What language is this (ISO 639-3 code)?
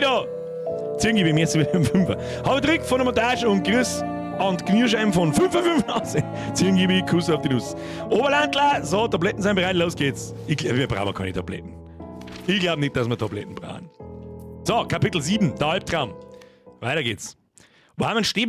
bar